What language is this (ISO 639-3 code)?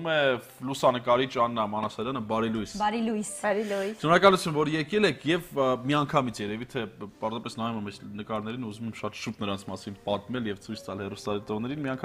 hye